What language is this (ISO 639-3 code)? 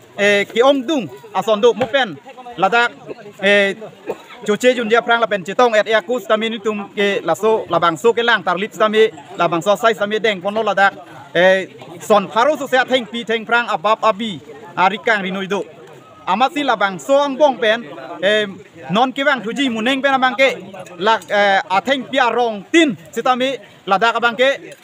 mjw